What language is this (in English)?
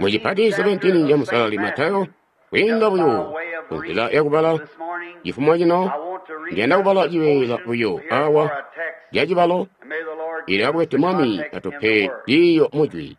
Tonga (Zambia)